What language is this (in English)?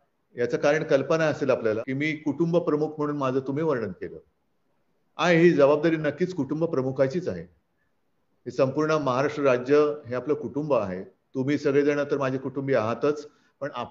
Marathi